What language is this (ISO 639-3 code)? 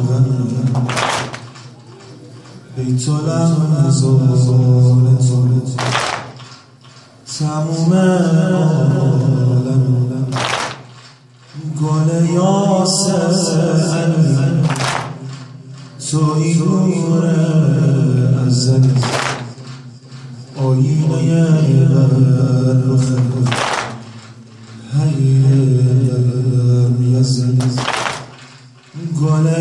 fas